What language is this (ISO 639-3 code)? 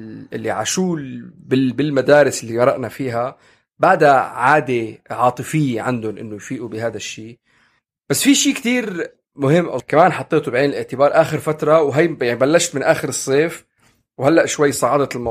apc